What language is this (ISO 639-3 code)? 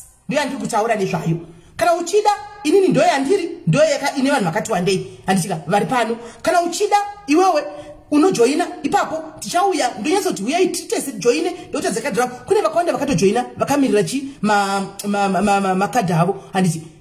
sna